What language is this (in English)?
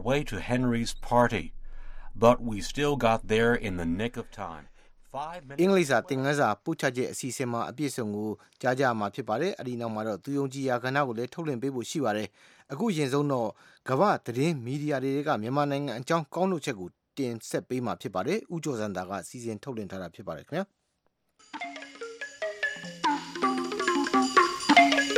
Burmese